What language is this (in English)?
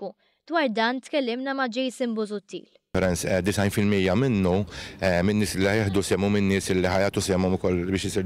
Maltese